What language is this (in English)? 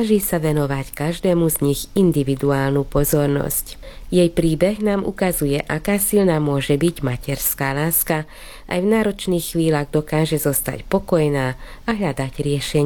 Slovak